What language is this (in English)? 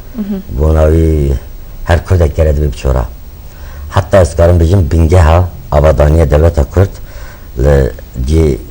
Kurdish